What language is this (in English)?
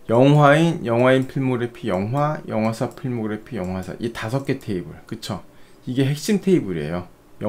Korean